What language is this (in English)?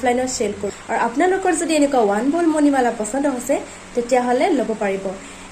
Assamese